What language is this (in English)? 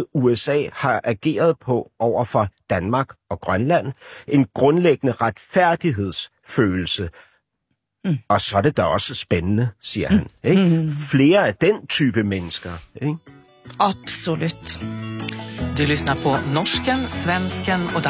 Danish